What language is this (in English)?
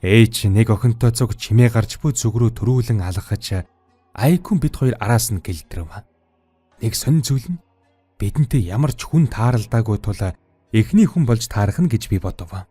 Mongolian